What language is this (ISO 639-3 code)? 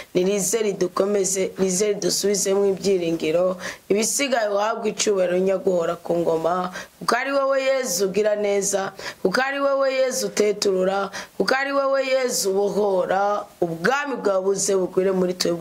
run